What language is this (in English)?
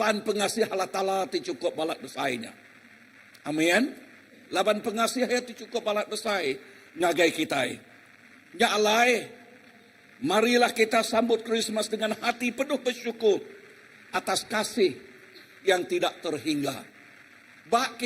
Iban